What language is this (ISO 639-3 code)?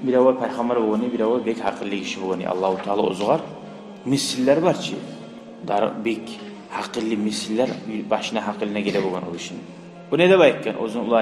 kum